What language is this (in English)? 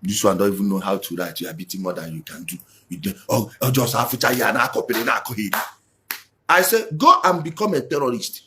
Igbo